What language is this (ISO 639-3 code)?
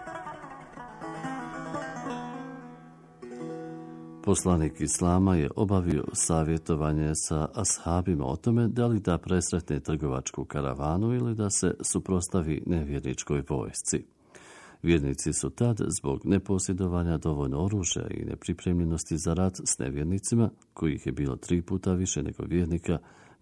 bos